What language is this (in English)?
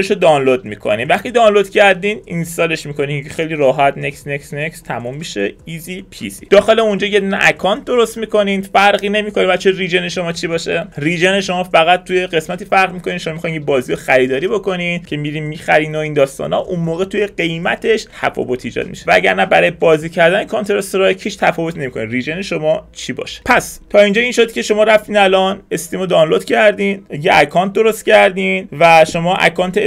Persian